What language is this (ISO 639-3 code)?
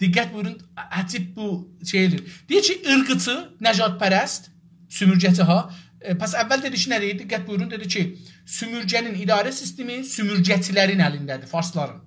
azb